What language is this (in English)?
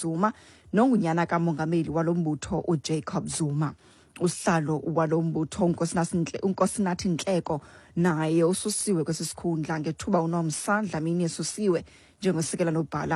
Xhosa